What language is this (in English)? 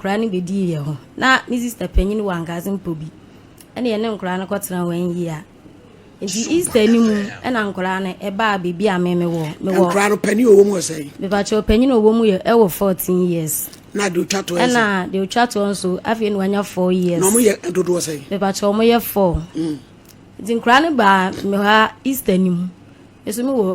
Akan